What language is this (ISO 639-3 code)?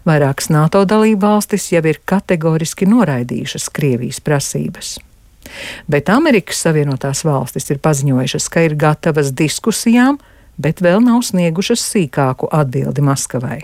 lav